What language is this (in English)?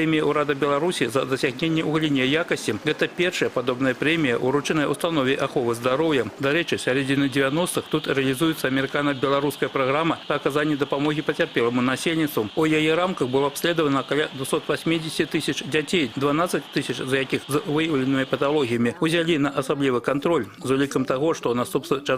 Belarusian